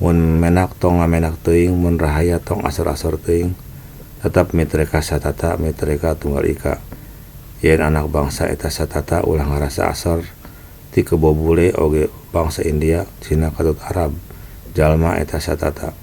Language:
Sundanese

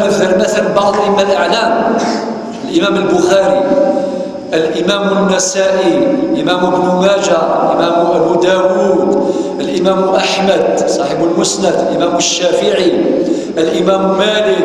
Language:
Kabyle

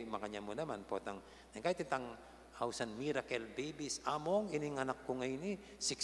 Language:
Pampanga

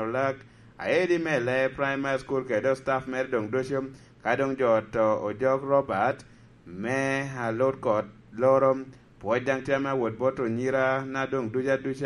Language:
Lango (Uganda)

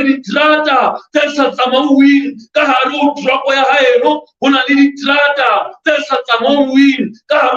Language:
Southern Sotho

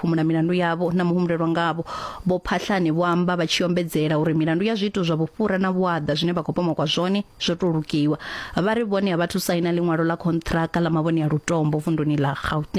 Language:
Venda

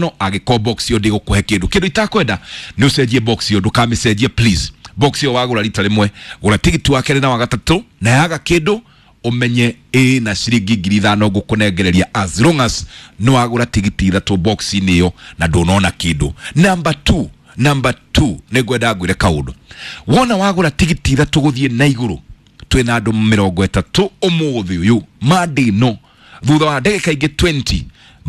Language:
Kikuyu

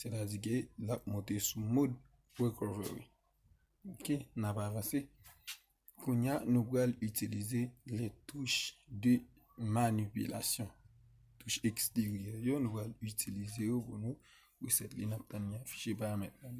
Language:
Haitian Creole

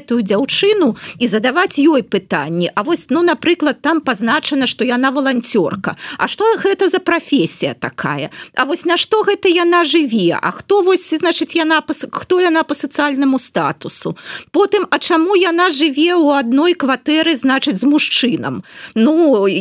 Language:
Belarusian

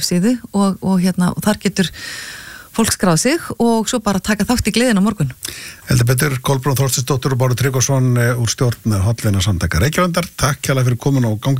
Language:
Icelandic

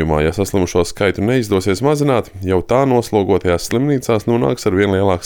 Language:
Latvian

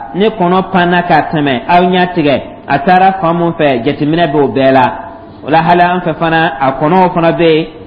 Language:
Dyula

